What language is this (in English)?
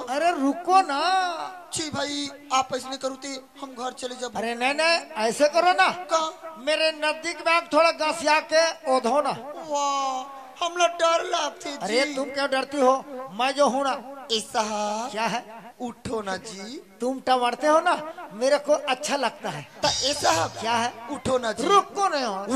Chhattisgarhi